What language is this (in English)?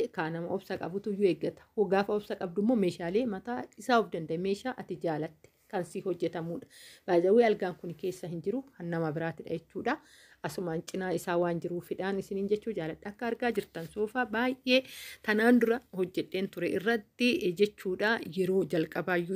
Oromo